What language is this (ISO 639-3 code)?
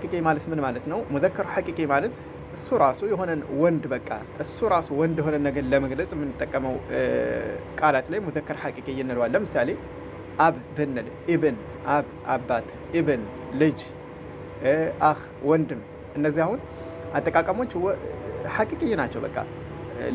amh